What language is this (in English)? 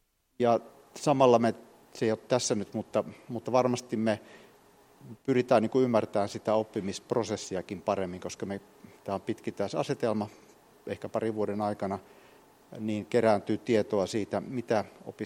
Finnish